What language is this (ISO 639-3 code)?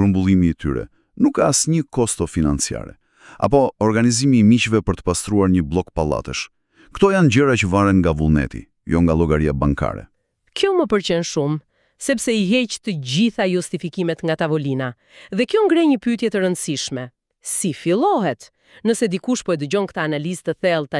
sqi